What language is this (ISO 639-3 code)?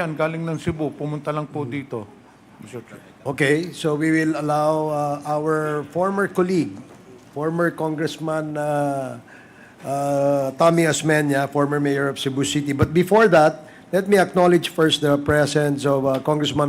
hil